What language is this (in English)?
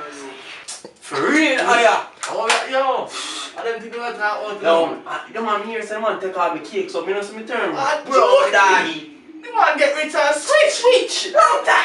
Jamaican Creole English